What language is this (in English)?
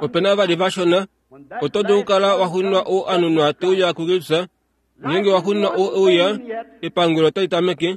Kuanyama